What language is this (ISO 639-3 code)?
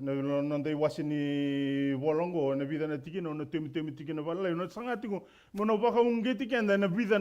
fij